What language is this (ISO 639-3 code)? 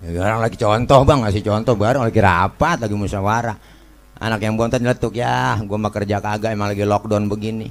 bew